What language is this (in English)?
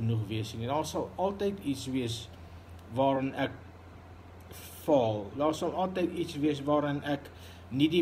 Afrikaans